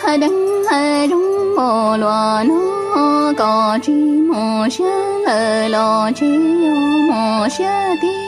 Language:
Hmong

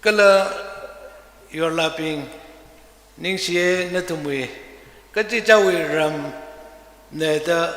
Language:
Tangkhul Naga (India)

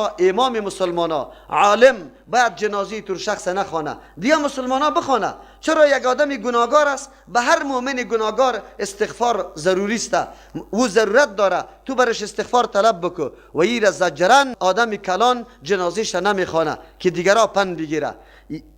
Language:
Persian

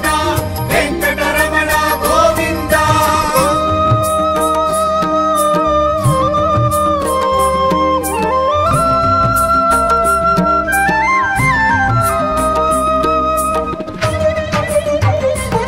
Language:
Tamil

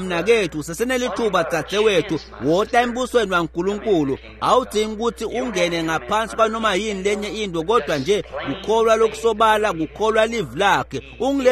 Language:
Swati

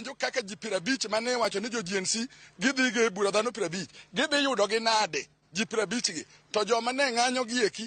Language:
Luo (Kenya and Tanzania)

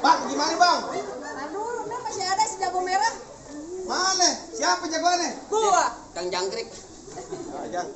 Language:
Betawi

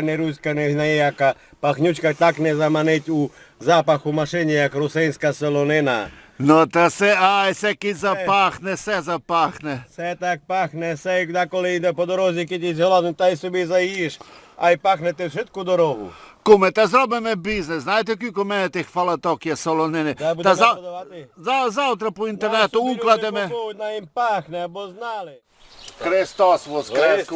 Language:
Rusyn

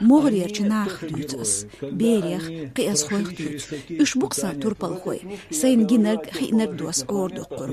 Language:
Chechen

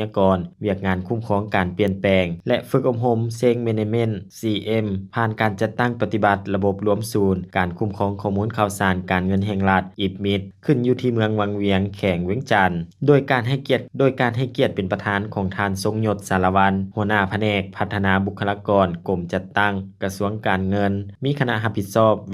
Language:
Lao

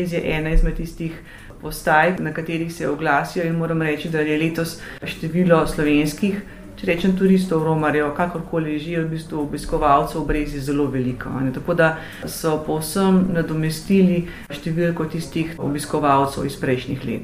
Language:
Slovenian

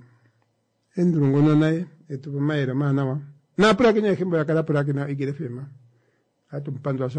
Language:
Kuanyama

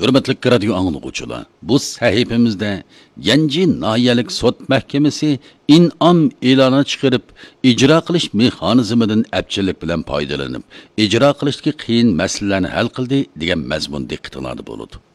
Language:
Uyghur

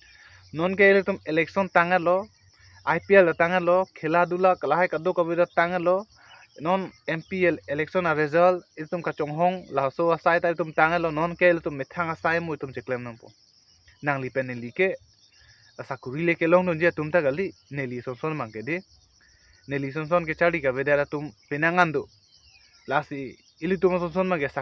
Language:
Karbi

